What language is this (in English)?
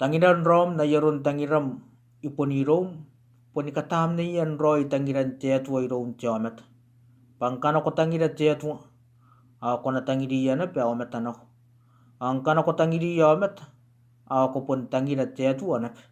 Gilbertese